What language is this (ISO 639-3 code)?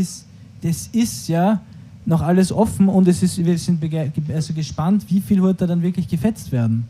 bar